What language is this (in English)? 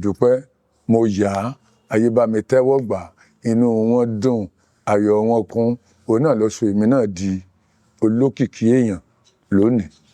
Yoruba